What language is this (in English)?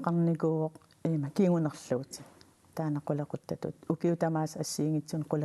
Kalaallisut